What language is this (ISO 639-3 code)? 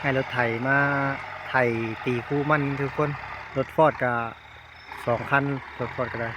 lao